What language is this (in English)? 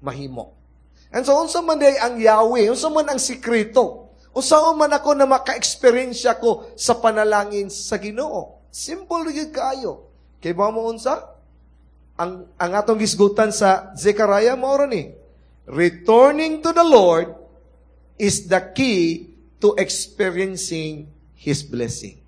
Cebuano